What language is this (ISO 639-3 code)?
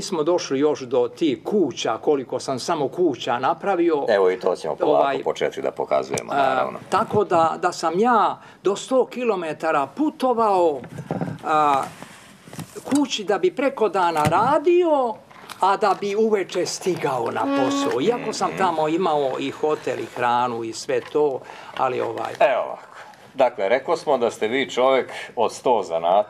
bos